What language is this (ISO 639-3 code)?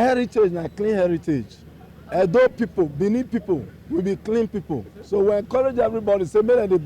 pcm